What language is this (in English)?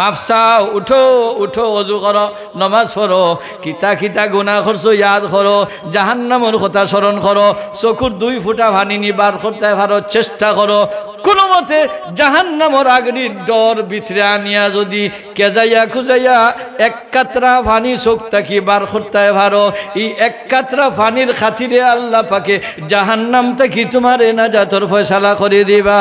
Sylheti